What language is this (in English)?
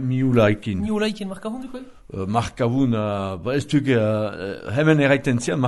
Basque